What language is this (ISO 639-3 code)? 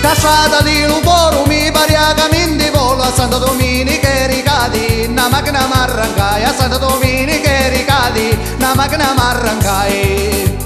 scn